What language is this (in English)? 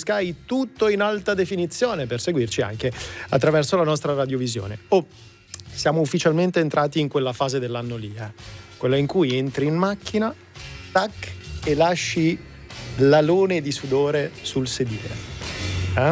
Italian